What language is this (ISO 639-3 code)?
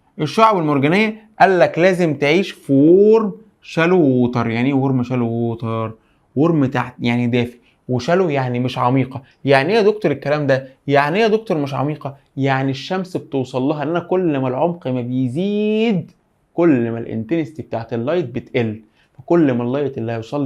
arz